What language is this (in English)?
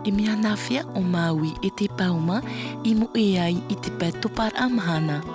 Tahitian